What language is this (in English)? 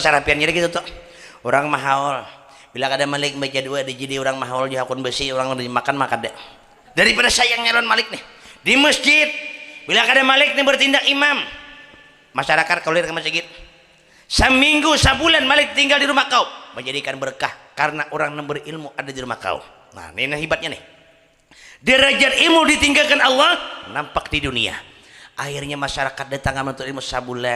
Banjar